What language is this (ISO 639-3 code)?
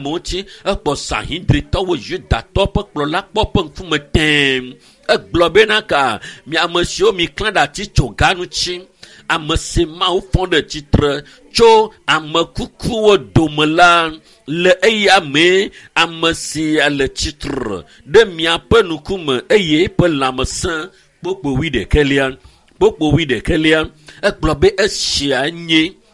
ewe